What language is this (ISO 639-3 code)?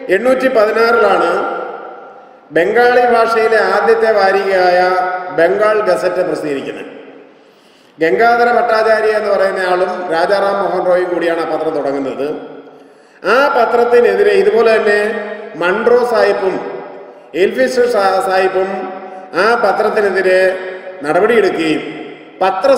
mal